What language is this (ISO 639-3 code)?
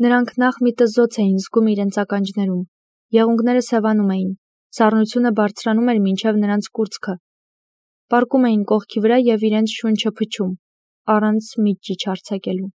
hye